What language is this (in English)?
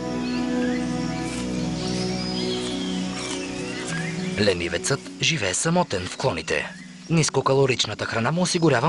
Bulgarian